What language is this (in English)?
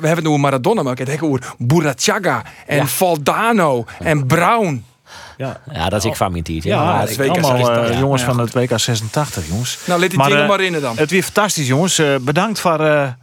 Western Frisian